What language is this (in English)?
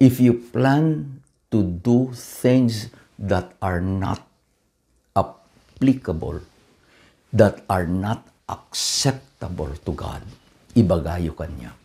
Iloko